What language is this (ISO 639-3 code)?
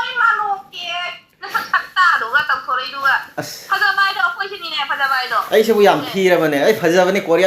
mni